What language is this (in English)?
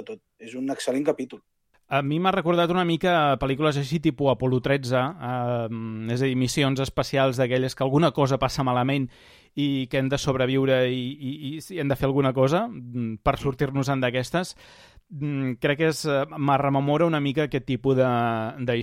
Catalan